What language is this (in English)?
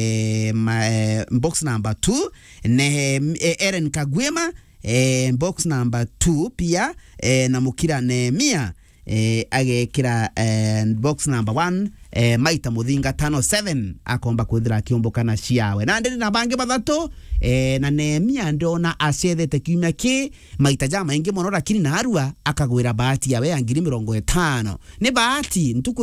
Meru